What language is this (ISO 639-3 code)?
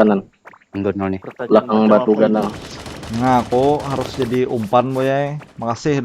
bjn